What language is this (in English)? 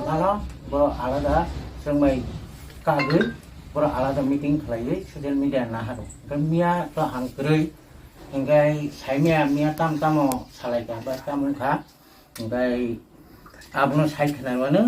Kok Borok